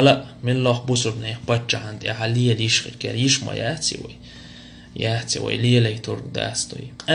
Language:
Chechen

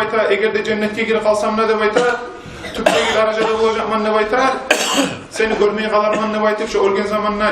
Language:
Kumyk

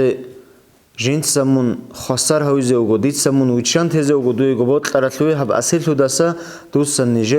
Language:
Avaric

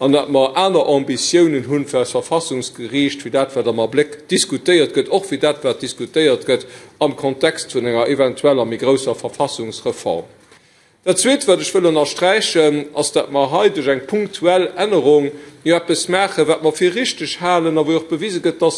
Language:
Luxembourgish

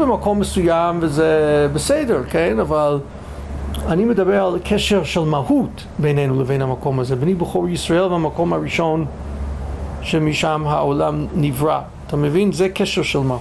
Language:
Hebrew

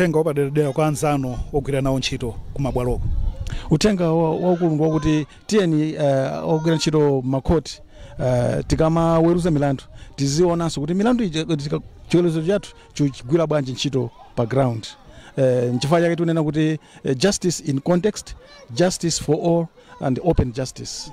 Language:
Nyanja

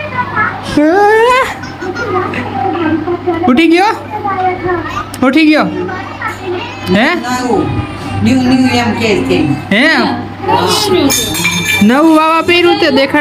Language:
Gujarati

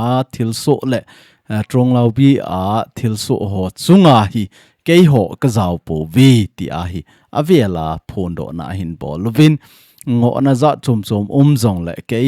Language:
Thado Chin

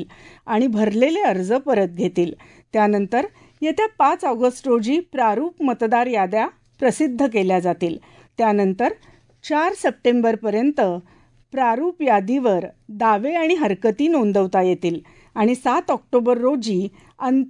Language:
Marathi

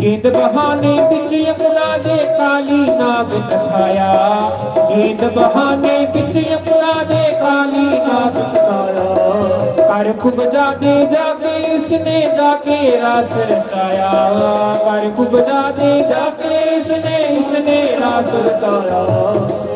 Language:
Dogri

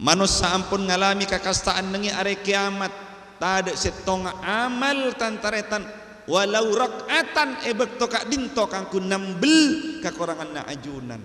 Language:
Madurese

